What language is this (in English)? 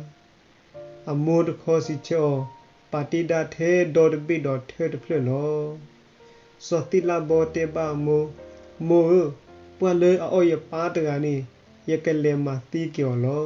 S'gaw Karen